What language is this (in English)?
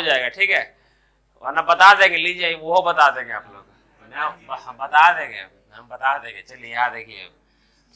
Hindi